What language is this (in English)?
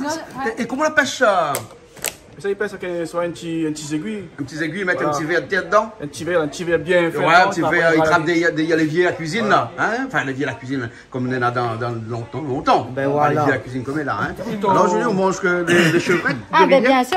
Réunion Creole French